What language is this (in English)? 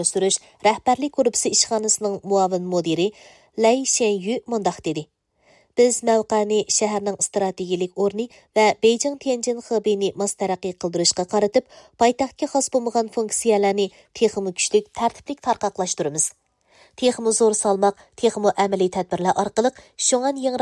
Uyghur